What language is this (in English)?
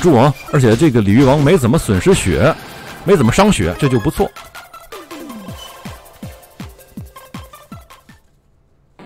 Chinese